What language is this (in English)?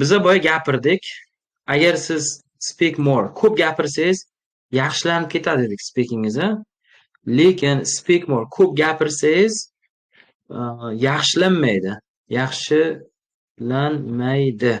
Uzbek